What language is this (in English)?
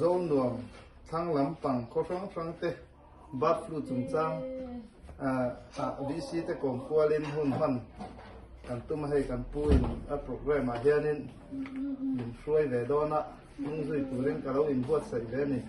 Mizo